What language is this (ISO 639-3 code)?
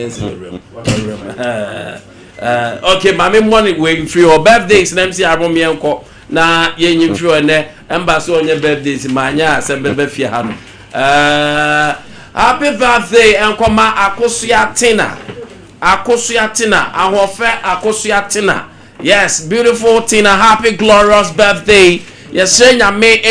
aka